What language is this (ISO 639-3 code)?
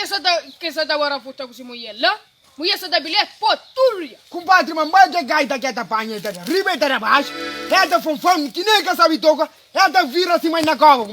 kea